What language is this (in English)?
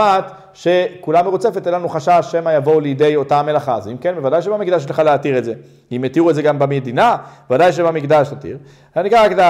Hebrew